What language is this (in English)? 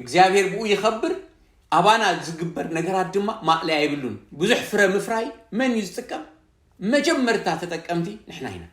Tigrinya